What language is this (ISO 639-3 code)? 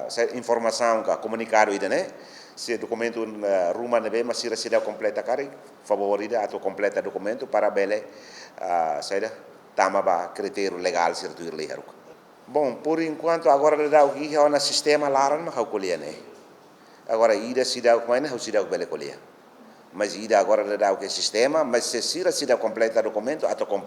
tet